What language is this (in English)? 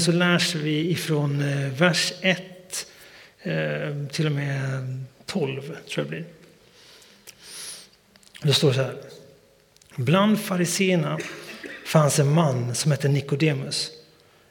Swedish